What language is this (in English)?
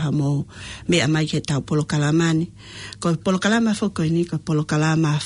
Tongan